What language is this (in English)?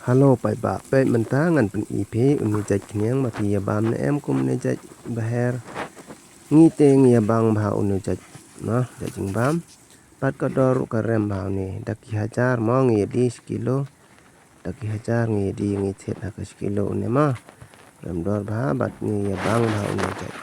Khasi